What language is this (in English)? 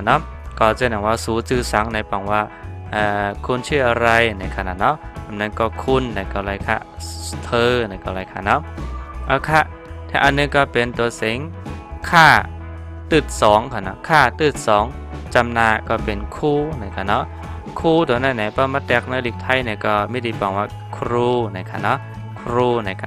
Shan